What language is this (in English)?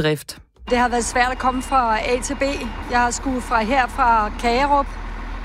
Danish